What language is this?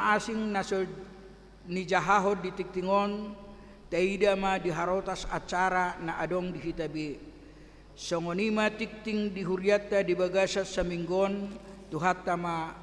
Batak Toba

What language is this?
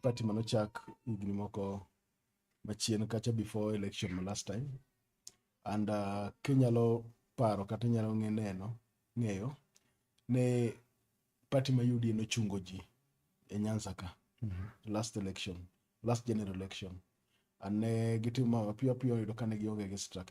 Luo (Kenya and Tanzania)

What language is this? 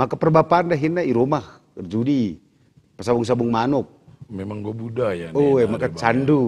Batak Karo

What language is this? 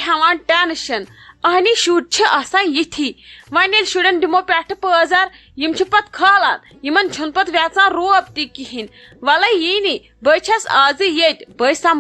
Kashmiri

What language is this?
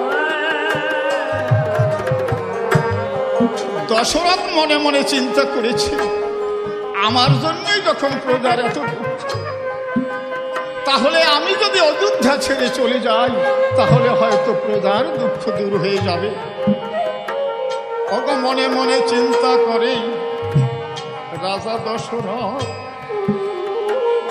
Bangla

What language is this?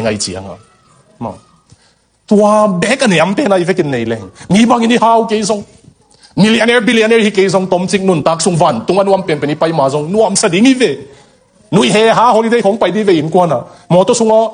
Tedim Chin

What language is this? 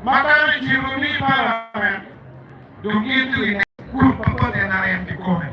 Acoli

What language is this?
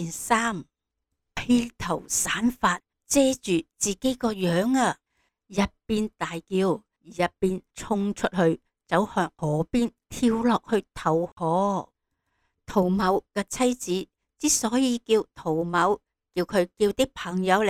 Cantonese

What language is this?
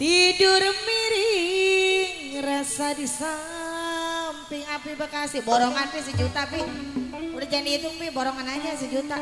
Betawi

